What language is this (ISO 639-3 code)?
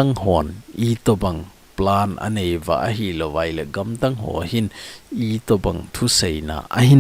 tcz